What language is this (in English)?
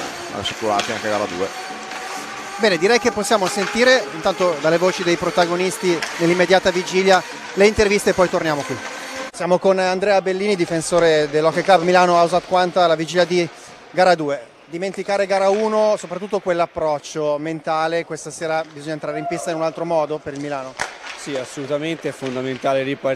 Italian